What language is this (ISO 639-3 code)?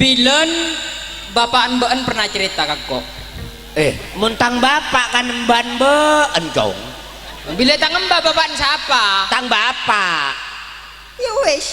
mad